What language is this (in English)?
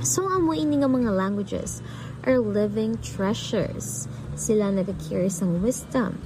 Hiligaynon